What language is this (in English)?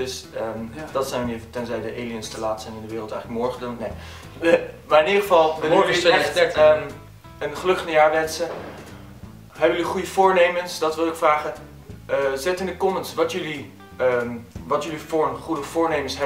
Dutch